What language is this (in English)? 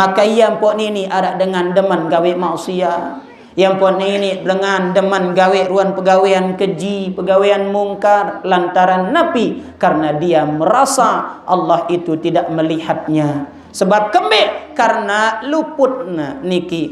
Sasak